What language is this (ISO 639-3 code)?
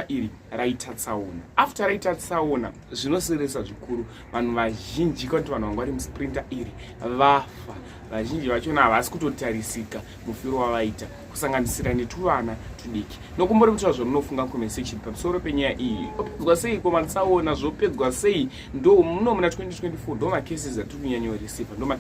sna